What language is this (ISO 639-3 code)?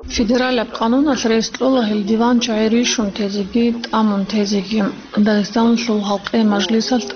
ava